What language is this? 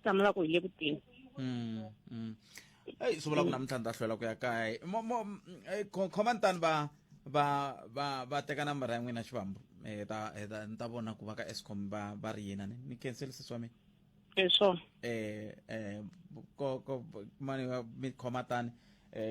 Tsonga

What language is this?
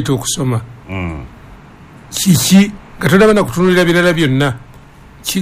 Ganda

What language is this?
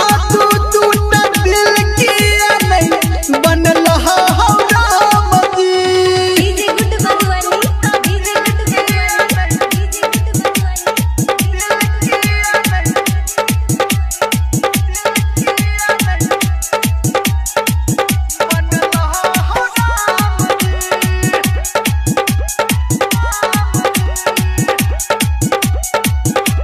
Maithili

